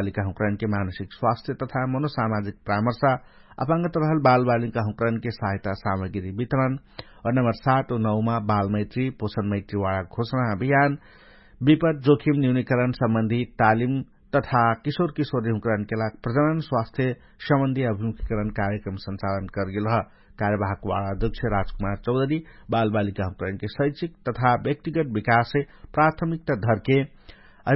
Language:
Dangaura Tharu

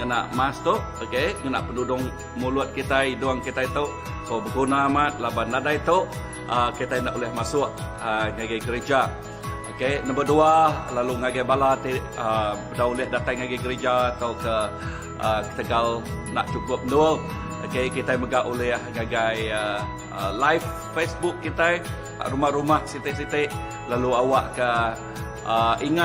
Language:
Iban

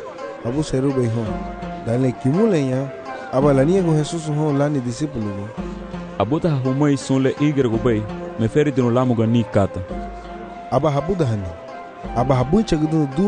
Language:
Garifuna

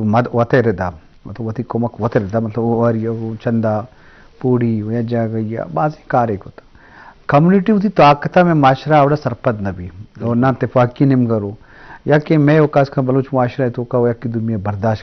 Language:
Eastern Balochi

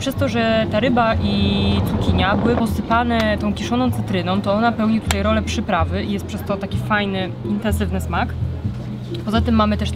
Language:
Polish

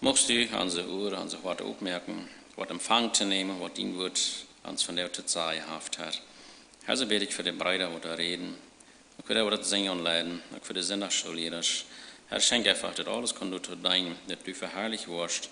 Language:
Plautdietsch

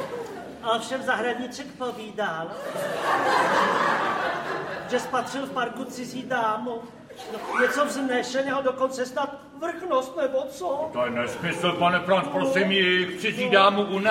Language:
Czech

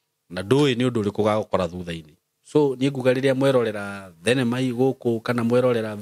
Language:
Kikuyu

